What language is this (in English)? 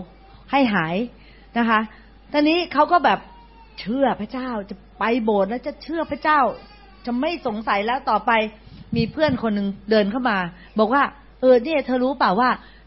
Thai